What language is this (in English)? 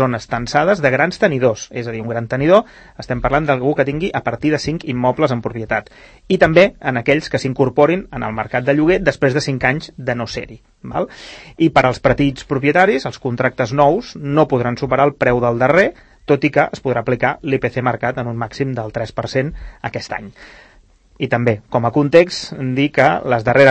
Catalan